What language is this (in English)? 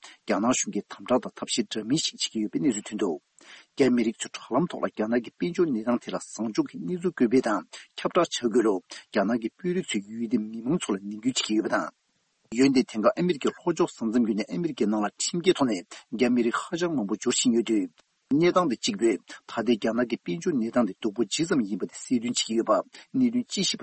Tibetan